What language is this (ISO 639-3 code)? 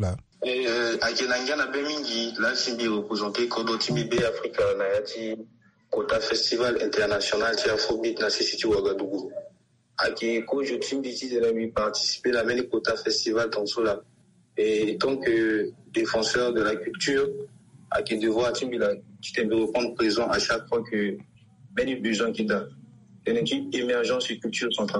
sag